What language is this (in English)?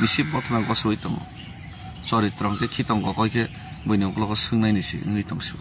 Kok Borok